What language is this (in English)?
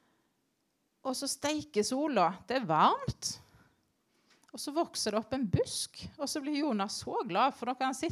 Norwegian